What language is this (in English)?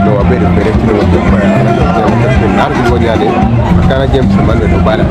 Acoli